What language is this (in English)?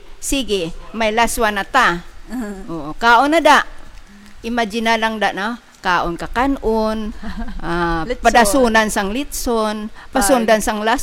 Hiligaynon